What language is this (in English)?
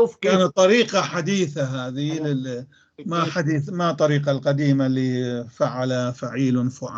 North Levantine Arabic